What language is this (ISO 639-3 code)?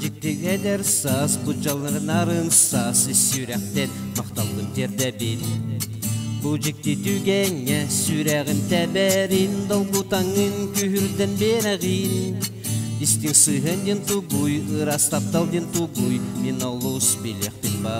sah